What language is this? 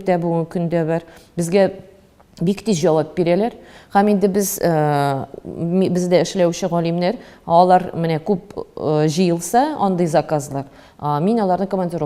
Tatar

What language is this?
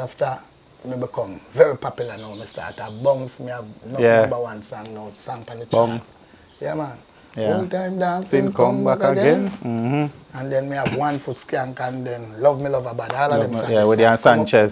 Jamaican Creole English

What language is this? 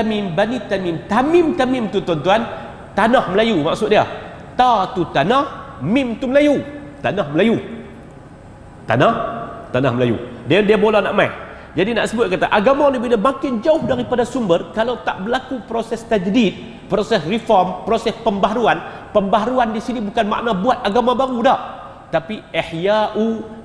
Malay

